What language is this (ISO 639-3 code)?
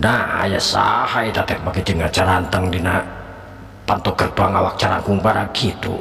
sun